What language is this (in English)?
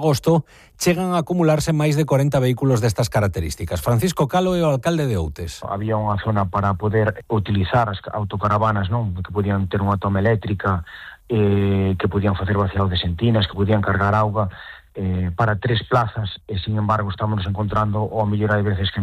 Galician